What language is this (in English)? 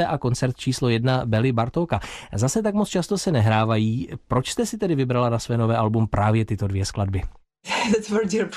Czech